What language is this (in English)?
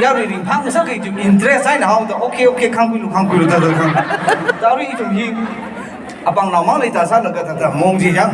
Tangkhul Naga (India)